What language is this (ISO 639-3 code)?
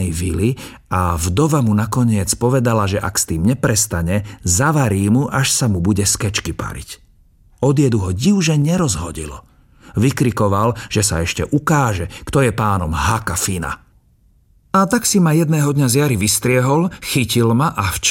slk